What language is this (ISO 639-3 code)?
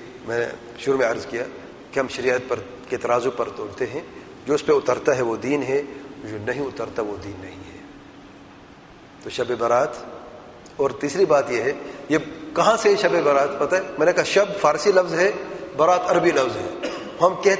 urd